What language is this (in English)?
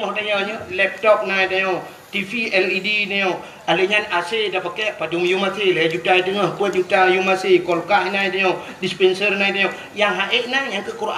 Achinese